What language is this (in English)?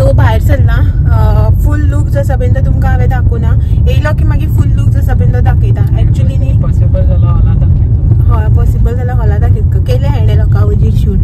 Konkani